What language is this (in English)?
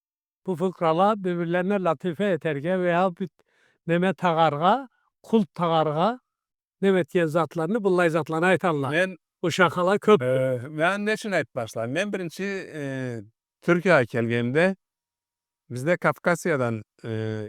Karachay-Balkar